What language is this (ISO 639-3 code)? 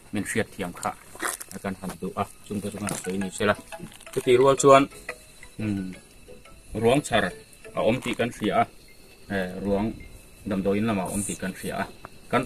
hmr